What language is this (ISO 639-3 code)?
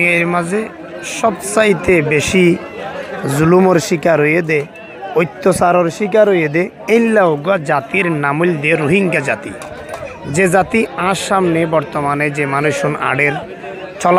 rhg